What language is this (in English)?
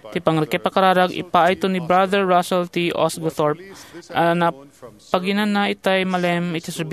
Iloko